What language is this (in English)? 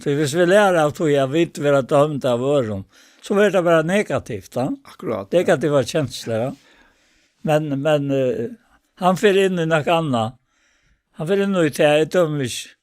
Faroese